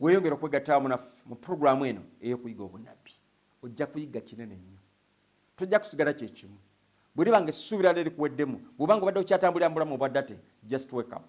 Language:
Ganda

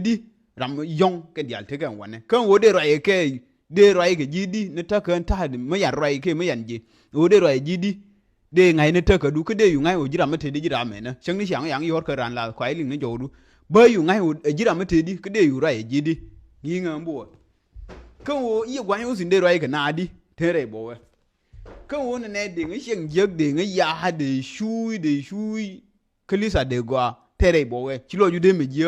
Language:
Nuer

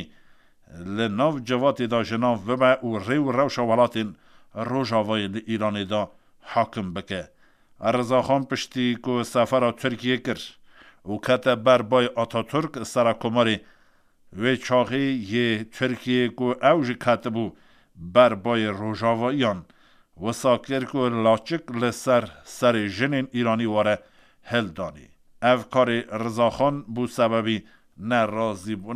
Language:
Kurdish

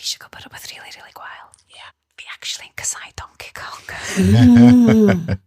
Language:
Welsh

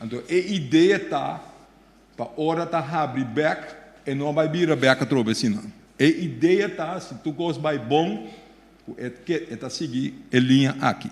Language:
Papiamento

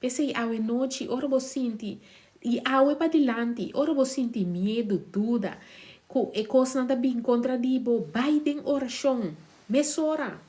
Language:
Papiamento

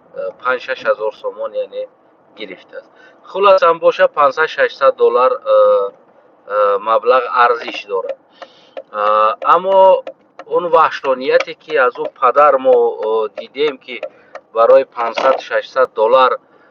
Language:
Tajik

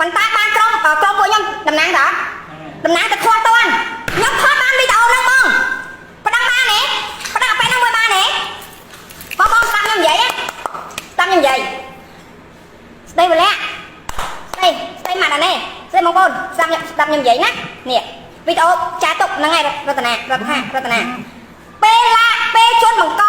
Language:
Khmer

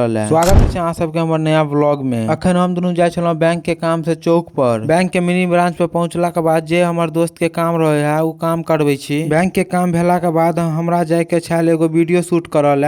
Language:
Maithili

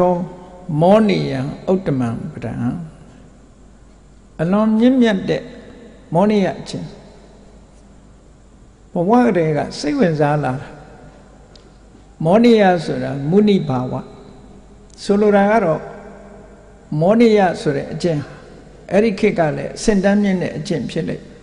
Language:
Burmese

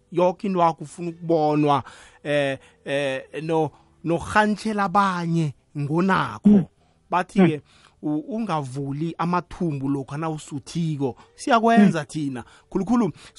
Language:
South Ndebele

